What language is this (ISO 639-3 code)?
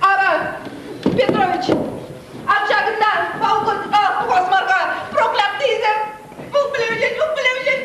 chv